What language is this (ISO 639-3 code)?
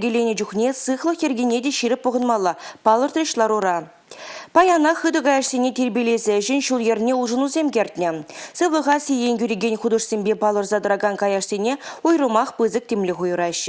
chv